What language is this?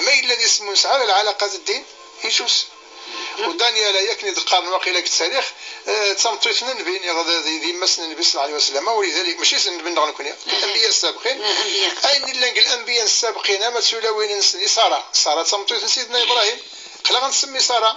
Kabyle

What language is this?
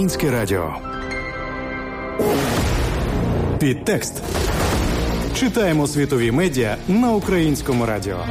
Ukrainian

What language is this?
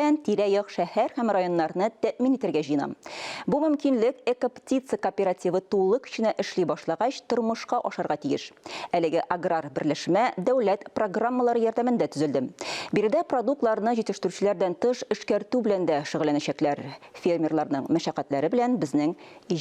Tatar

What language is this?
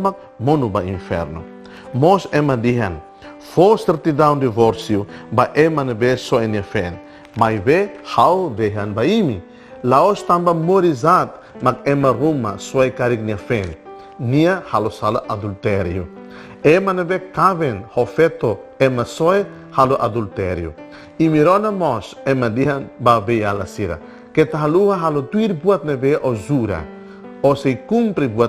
Tetum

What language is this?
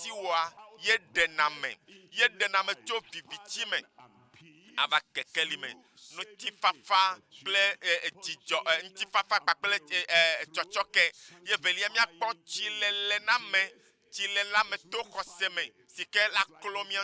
Ewe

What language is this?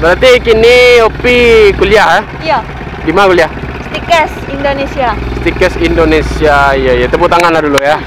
Minangkabau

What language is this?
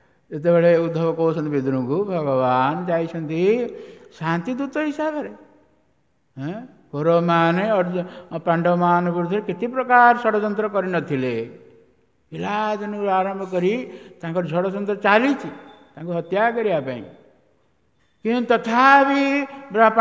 Odia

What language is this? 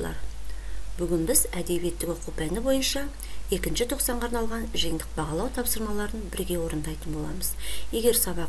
Kazakh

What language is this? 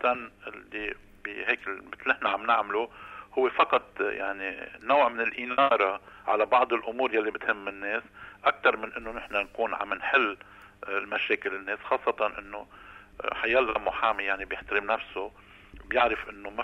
North Levantine Arabic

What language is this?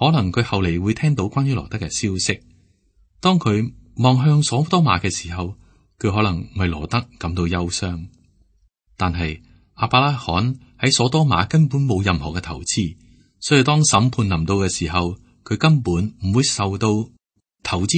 Cantonese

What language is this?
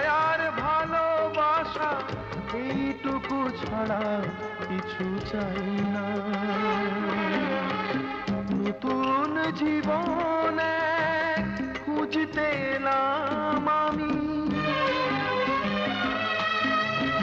Bangla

